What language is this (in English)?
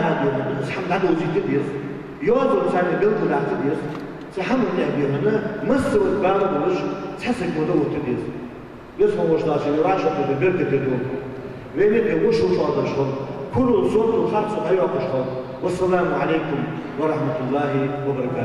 Ingush